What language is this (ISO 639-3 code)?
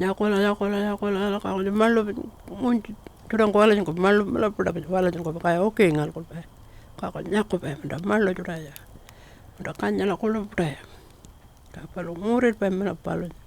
pjt